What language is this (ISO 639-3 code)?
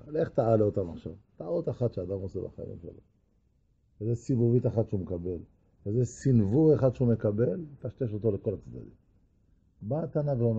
heb